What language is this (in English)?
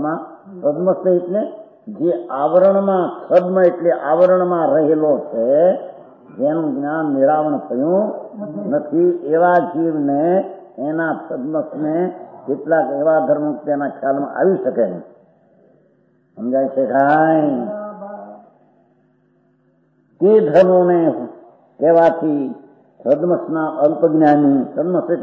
Gujarati